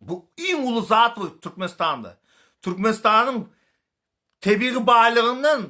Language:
Turkmen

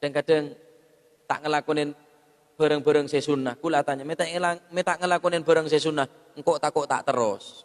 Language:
Madurese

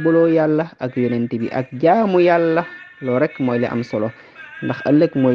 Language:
Wolof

